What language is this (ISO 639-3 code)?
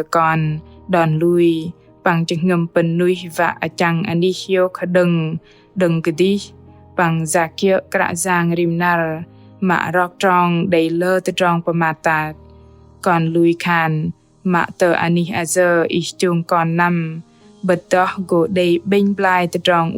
bdq